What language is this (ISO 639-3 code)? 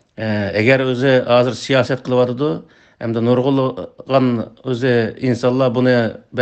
uig